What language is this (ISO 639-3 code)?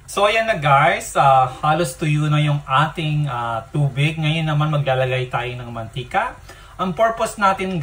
fil